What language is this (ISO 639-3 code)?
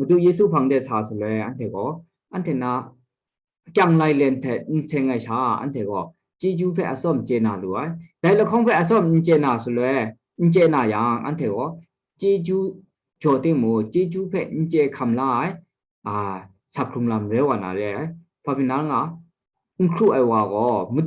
kac